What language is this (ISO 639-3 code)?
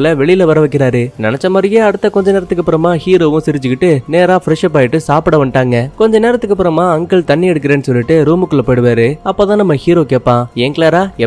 tam